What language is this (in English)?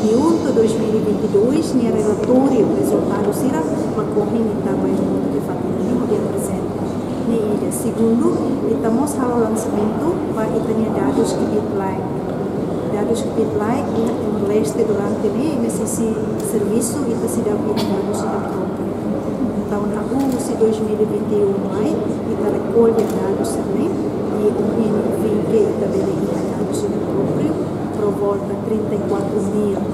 Tetum